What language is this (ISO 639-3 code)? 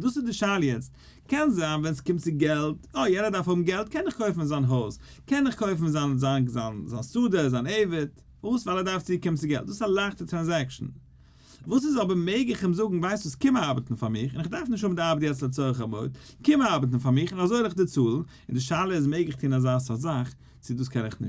yid